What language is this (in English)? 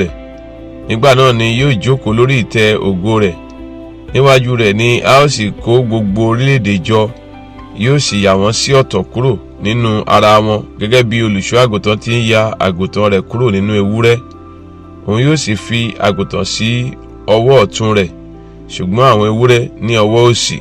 Yoruba